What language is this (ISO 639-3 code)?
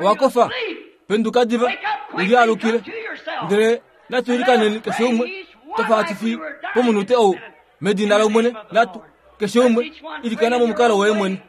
kua